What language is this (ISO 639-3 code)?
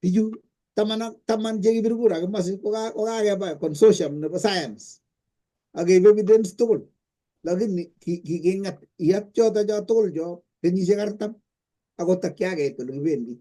kln